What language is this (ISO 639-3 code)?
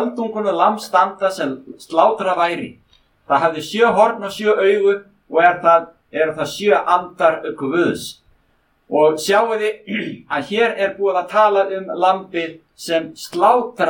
isl